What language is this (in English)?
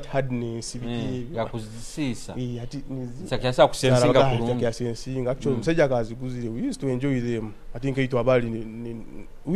Nyoro